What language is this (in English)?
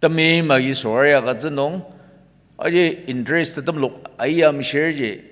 Ao Naga